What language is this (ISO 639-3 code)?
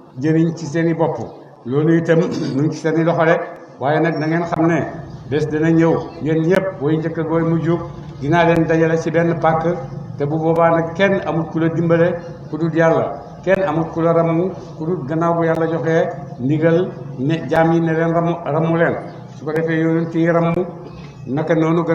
wol